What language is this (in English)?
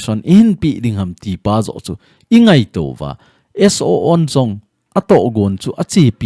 Thado Chin